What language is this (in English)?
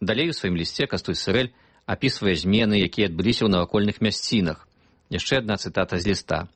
Belarusian